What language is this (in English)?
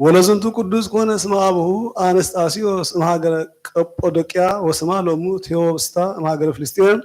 Geez